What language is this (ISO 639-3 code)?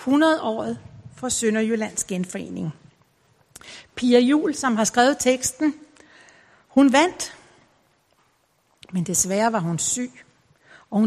dan